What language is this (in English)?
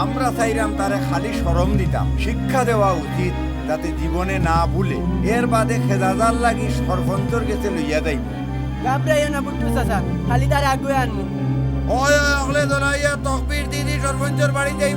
Sylheti